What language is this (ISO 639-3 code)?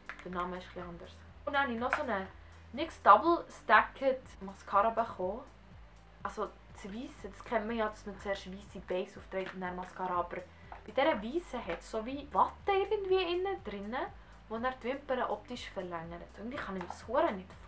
gsw